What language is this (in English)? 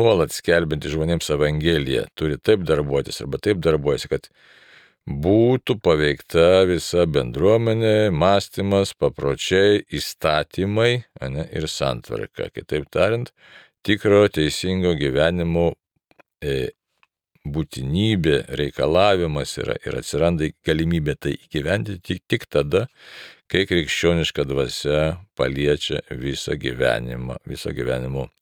Lithuanian